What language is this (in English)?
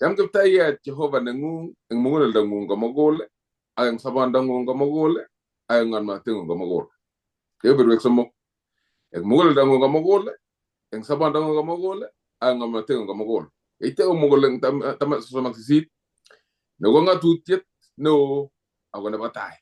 Kalenjin